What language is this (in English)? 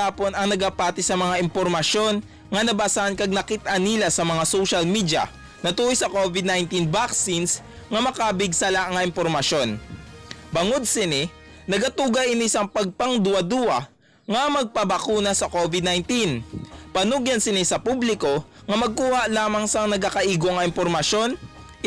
Hiligaynon